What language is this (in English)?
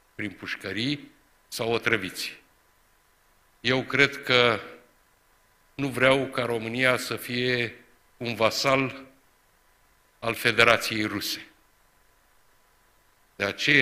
Romanian